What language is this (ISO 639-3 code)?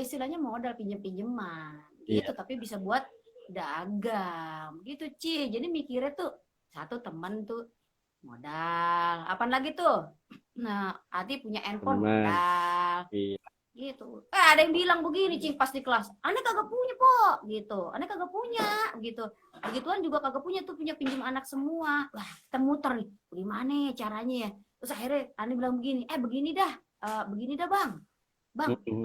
bew